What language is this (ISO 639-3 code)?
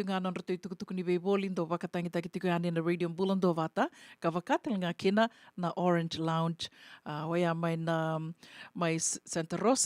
fij